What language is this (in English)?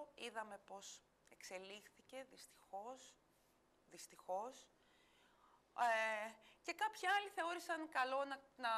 Greek